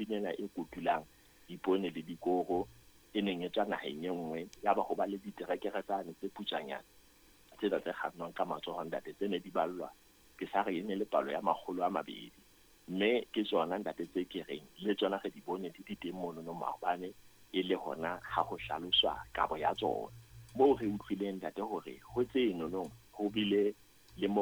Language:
Southern Sotho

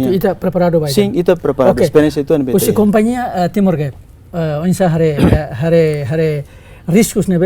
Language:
Tetum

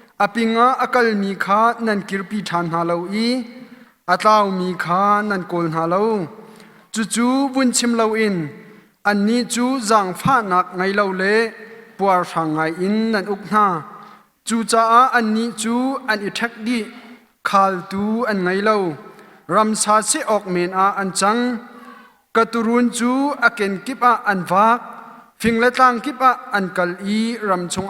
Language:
Hakha Chin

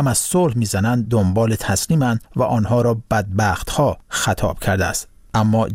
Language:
Persian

